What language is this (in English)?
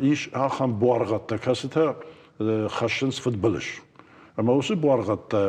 Ossetic